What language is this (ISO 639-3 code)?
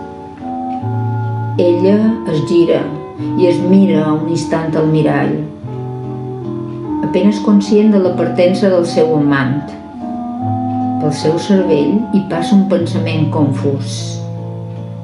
cat